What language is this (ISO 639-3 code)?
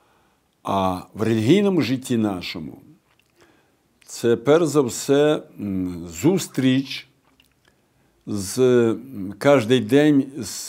ukr